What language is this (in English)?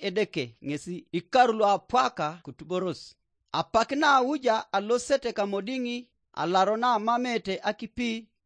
Teso